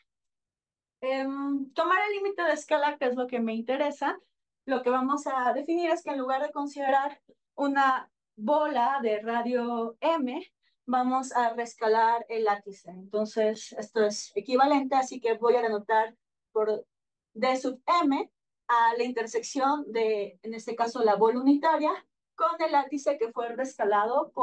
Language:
Spanish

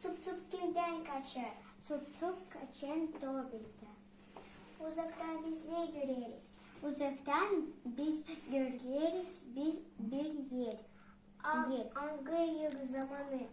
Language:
Gagauz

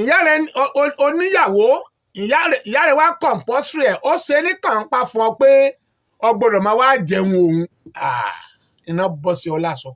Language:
Yoruba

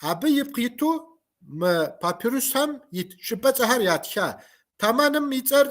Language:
Kabardian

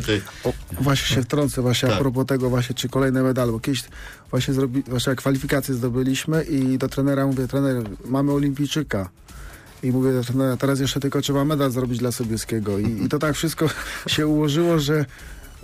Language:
Polish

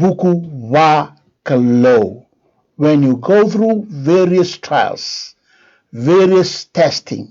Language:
Fijian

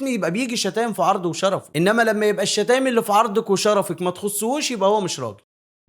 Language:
Egyptian Arabic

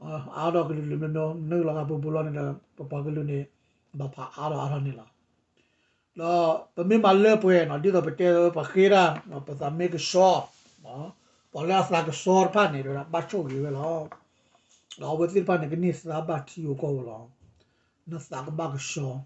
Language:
S'gaw Karen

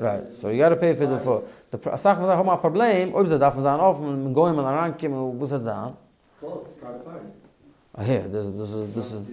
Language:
Yiddish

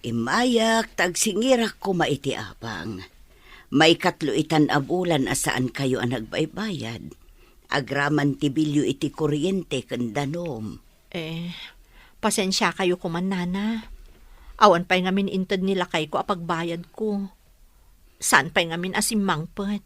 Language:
Iloko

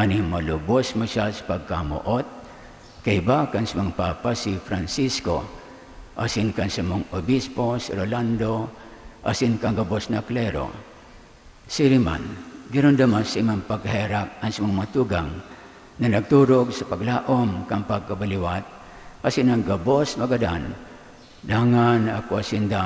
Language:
Bikol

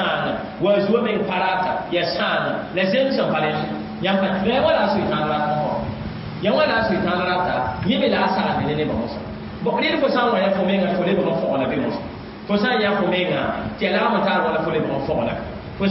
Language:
Mossi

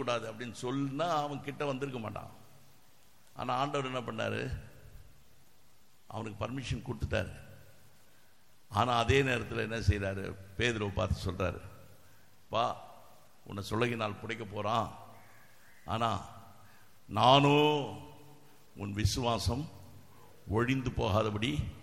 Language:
Tamil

